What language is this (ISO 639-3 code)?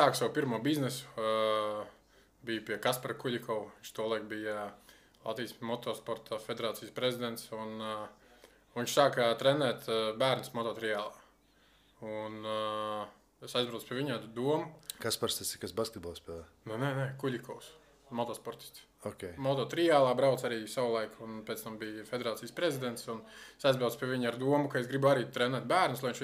lav